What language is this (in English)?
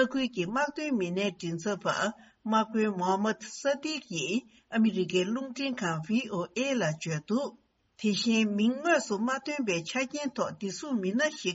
Tibetan